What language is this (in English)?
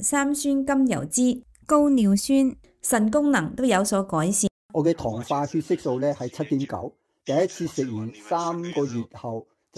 Cantonese